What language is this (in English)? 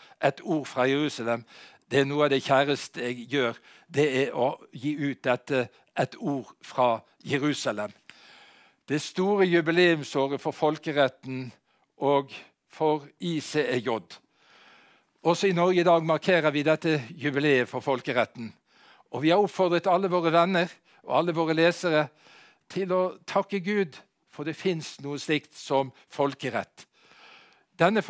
Norwegian